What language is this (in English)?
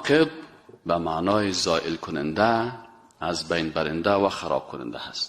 Persian